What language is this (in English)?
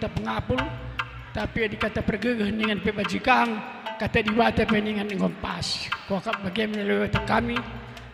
Batak Karo